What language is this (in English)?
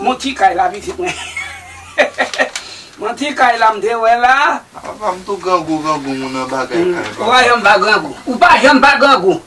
Haitian Creole